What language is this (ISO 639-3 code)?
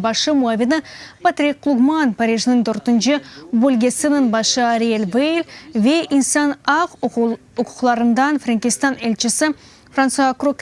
crh